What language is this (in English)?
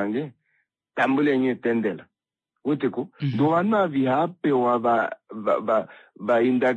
Kuanyama